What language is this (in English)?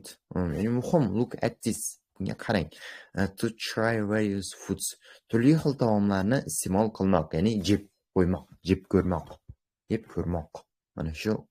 Uzbek